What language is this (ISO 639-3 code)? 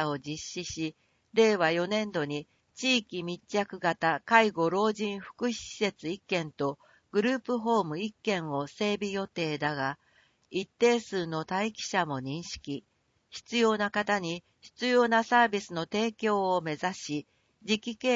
jpn